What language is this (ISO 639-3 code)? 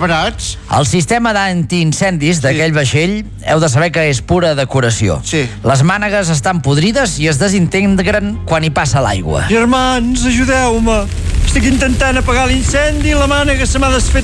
cat